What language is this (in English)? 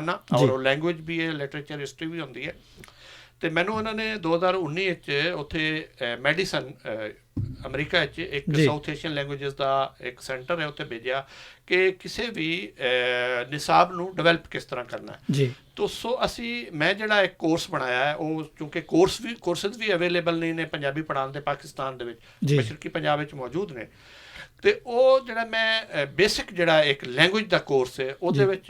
Western Panjabi